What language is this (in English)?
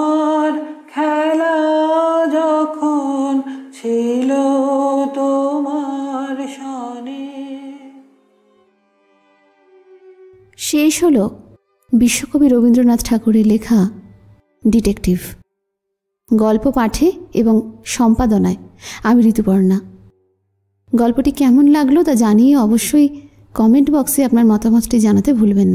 Bangla